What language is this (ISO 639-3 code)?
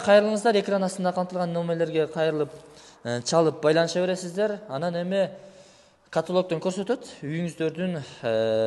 kir